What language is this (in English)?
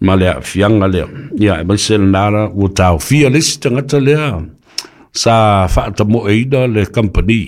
Samoan